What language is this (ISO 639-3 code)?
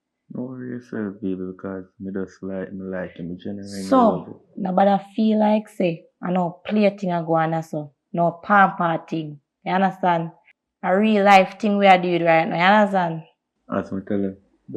jam